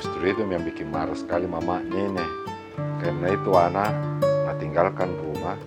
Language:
Makassar Malay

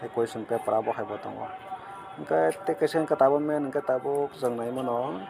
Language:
Kok Borok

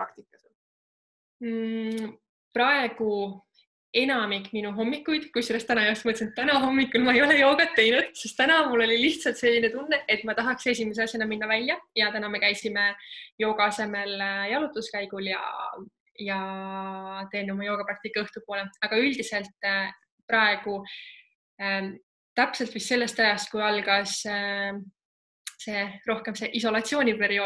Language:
Estonian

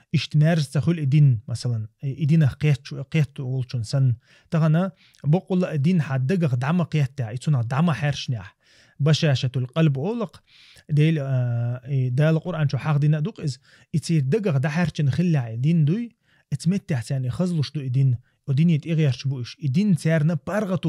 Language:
Chechen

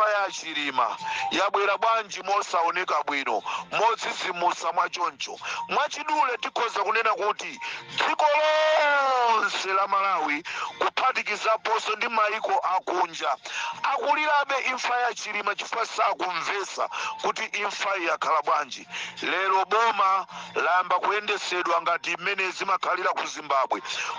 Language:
Nyanja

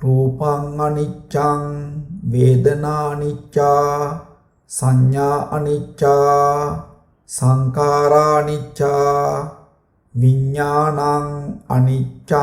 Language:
Sinhala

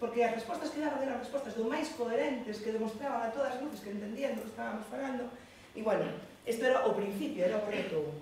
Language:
Galician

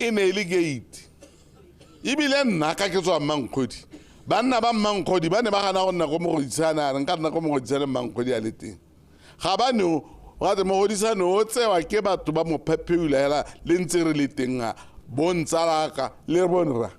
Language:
Tswana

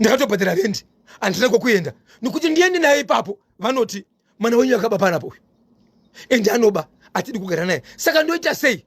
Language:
Shona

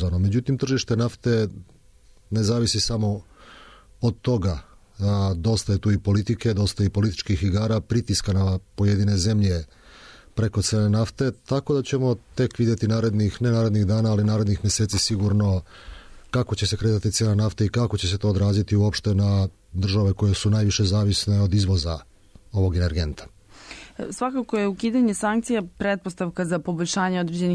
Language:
Serbian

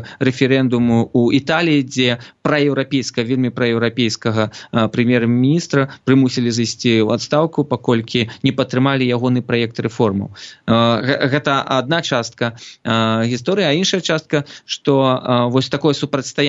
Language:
Belarusian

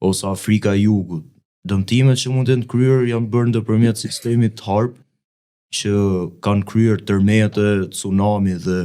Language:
Albanian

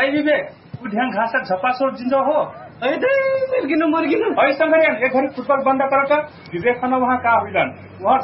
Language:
Dangaura Tharu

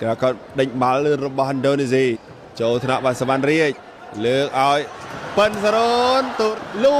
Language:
Khmer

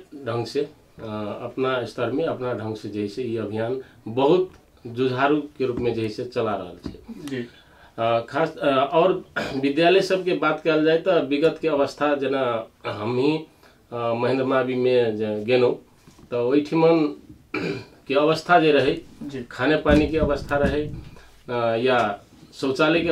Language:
Maithili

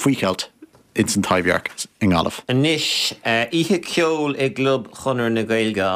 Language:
Irish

